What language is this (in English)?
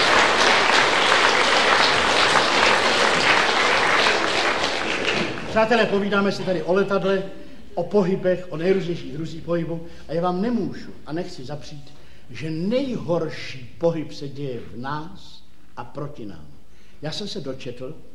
Czech